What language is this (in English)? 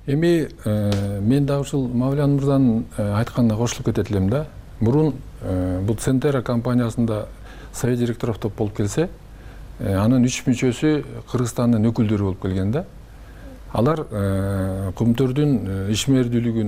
Kyrgyz